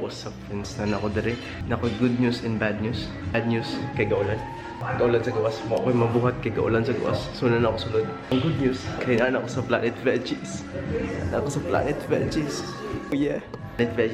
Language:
Cebuano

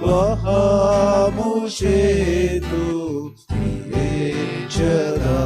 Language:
Konkani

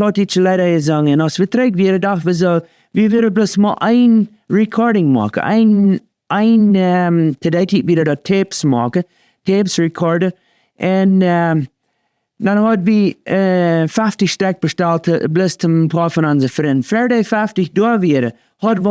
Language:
Plautdietsch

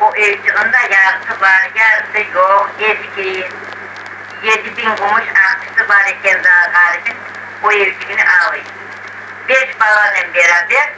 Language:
Crimean Tatar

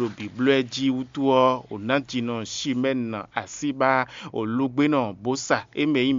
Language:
Fon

